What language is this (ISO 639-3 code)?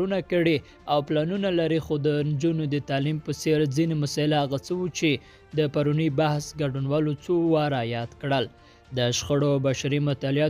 pus